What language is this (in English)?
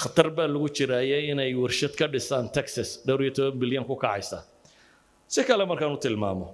Somali